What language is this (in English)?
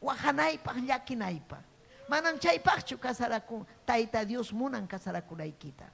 Ayacucho Quechua